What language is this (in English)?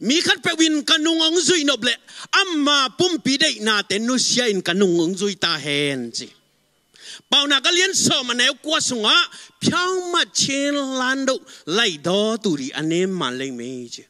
Tedim Chin